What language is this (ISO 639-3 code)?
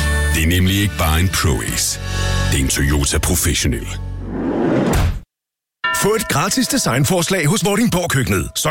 dan